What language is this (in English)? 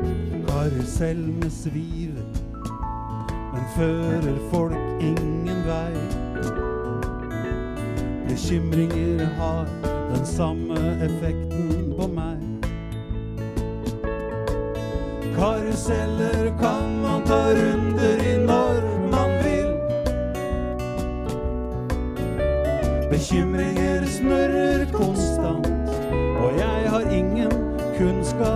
Norwegian